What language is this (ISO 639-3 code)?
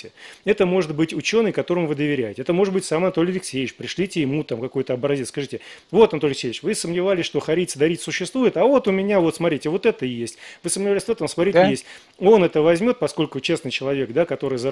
rus